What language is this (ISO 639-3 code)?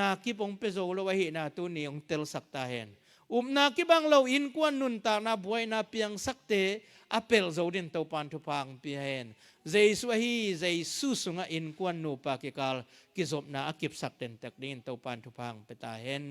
ctd